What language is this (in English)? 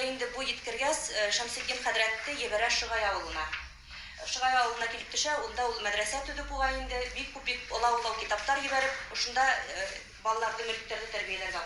Bashkir